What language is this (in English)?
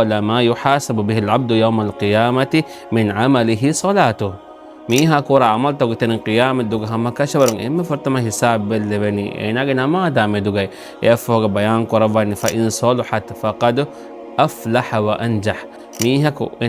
Divehi